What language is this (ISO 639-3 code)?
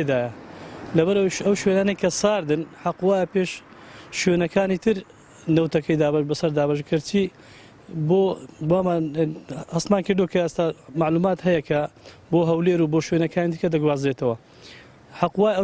ckb